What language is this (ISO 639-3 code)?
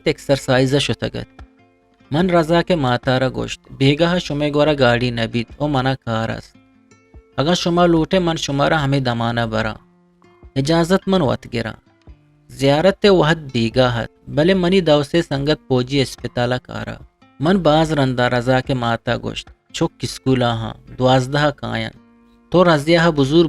bgp